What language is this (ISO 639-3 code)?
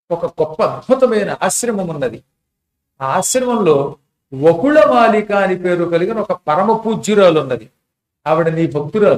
tel